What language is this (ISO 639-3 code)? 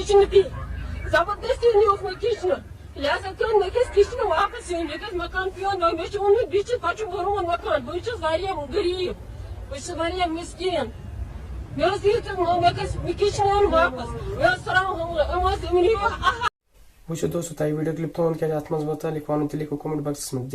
kas